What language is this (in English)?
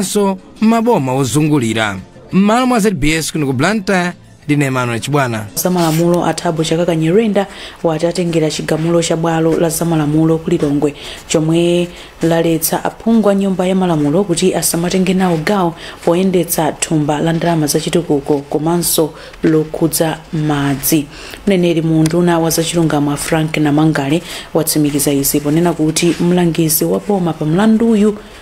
Nyanja